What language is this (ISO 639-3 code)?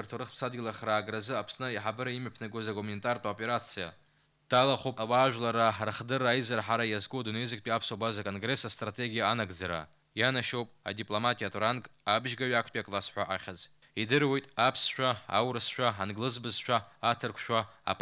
abk